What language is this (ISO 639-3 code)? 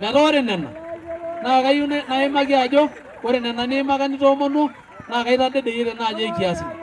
mas